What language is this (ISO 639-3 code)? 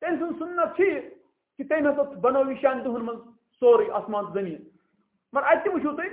kas